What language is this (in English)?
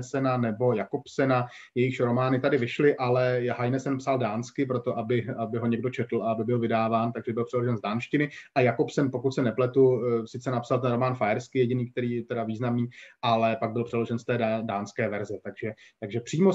Czech